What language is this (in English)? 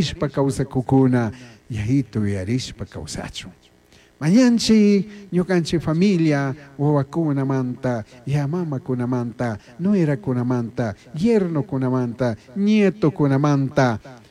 Chimborazo Highland Quichua